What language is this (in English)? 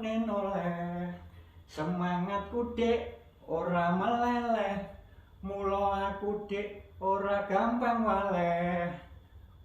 Javanese